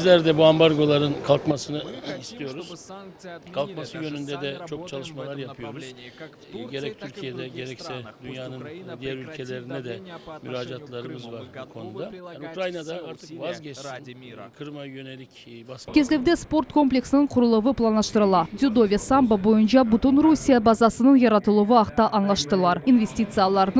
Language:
Crimean Tatar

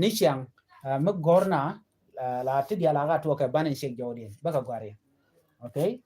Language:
Nuer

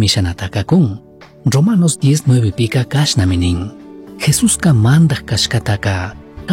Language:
Chimborazo Highland Quichua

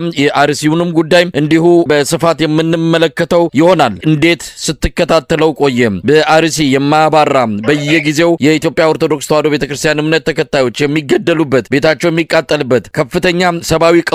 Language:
Amharic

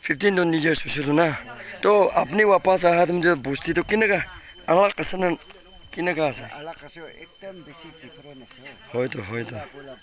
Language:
Naga Pidgin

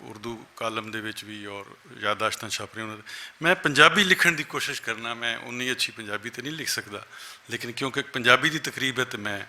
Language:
Western Panjabi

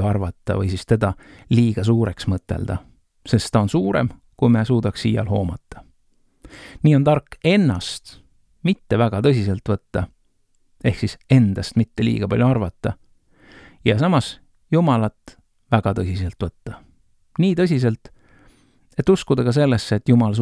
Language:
Estonian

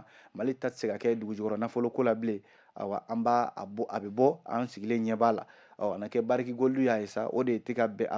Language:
Bambara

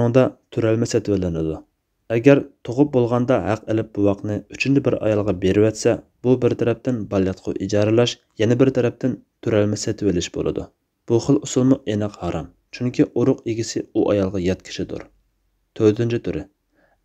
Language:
Uyghur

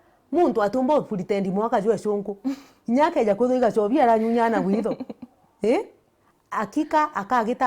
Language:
Meru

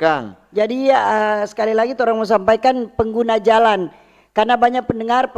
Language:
Manado Malay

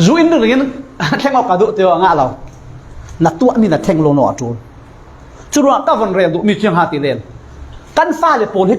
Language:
Falam Chin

